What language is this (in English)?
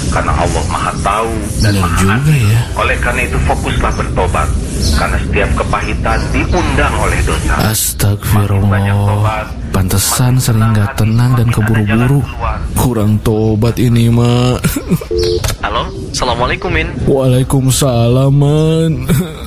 Indonesian